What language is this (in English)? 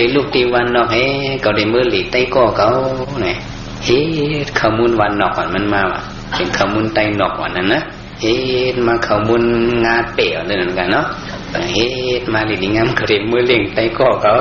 Shan